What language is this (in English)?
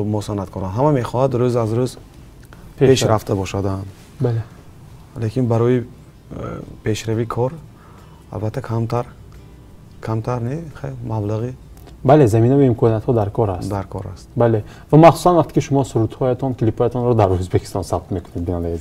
Tajik